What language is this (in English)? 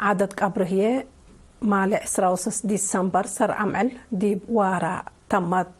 Tigre